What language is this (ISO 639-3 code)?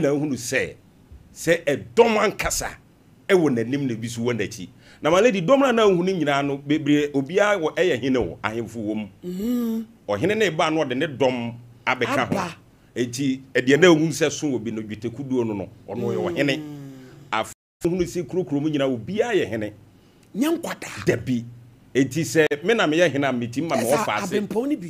aka